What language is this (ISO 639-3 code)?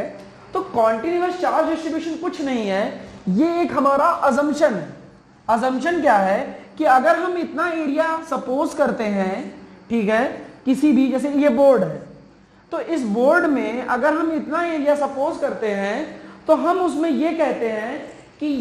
hin